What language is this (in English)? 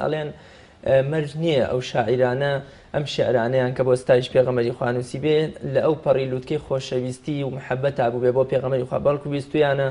Central Kurdish